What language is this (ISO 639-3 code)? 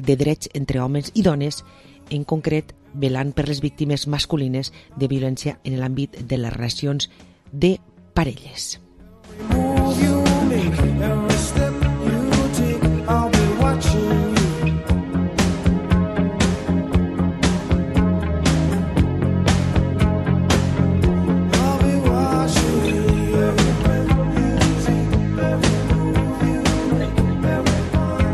cat